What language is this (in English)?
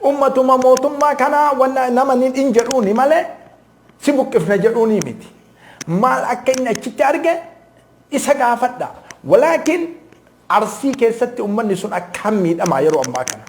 Oromo